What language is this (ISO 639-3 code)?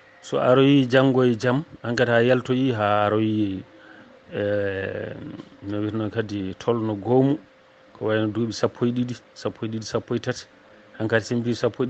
ful